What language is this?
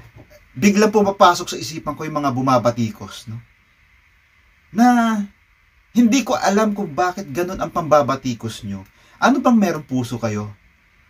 Filipino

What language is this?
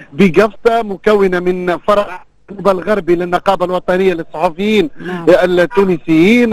Tunisian Arabic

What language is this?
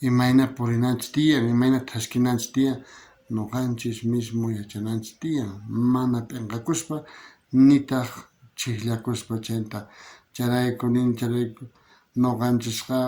South Bolivian Quechua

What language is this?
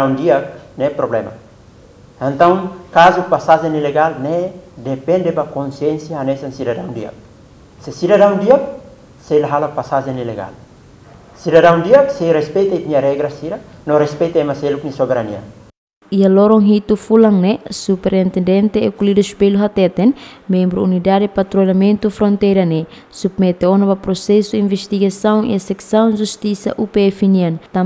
Tetum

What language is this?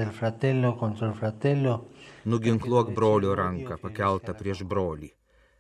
Lithuanian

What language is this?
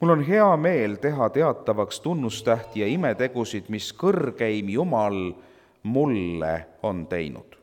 Estonian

